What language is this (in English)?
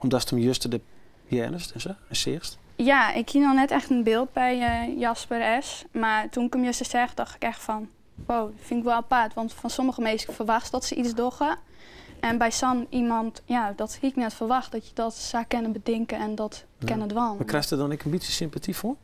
Western Frisian